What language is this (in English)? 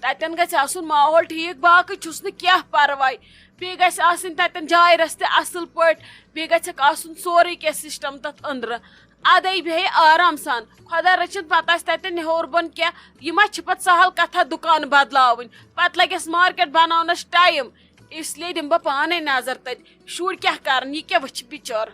Kashmiri